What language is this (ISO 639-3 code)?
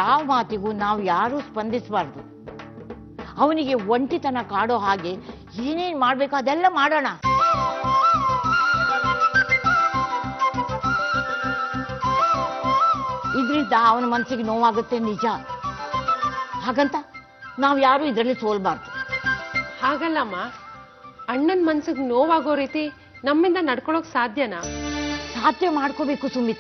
kan